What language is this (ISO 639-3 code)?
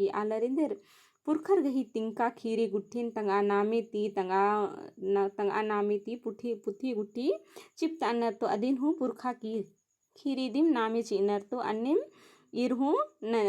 kru